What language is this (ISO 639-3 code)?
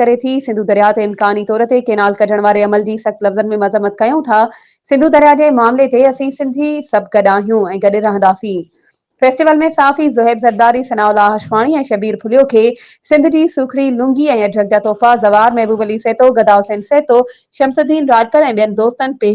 snd